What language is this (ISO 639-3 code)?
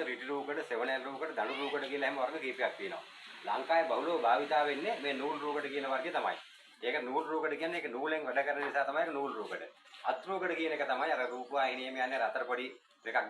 sin